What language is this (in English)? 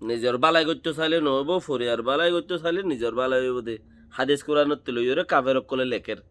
Rohingya